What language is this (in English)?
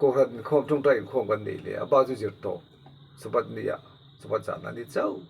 Mizo